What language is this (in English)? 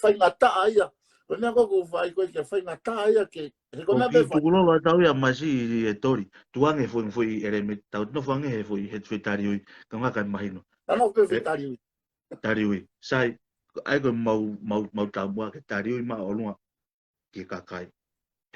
Tongan